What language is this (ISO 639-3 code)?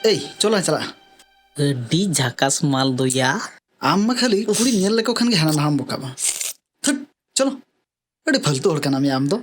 sat